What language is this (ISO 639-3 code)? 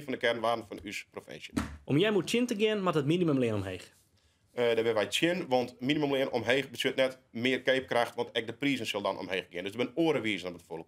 fry